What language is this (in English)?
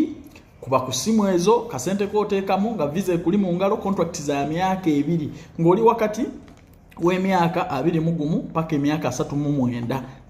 Ganda